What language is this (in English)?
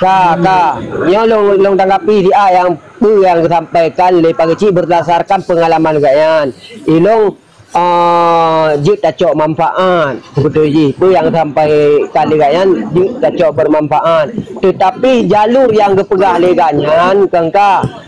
Achinese